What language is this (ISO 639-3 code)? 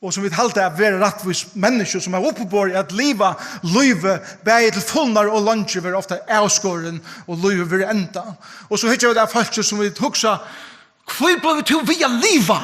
fao